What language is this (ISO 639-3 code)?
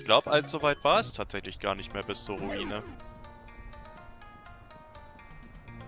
deu